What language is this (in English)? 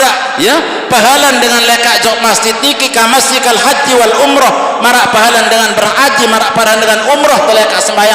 Sasak